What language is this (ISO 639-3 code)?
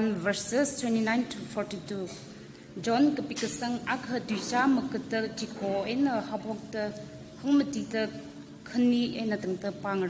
nmf